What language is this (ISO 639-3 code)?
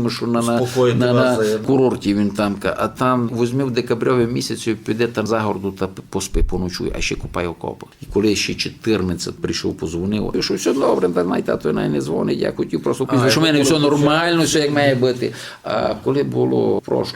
rue